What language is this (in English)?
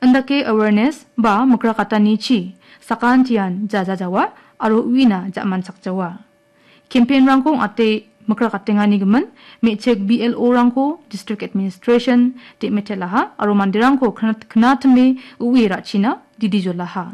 Garo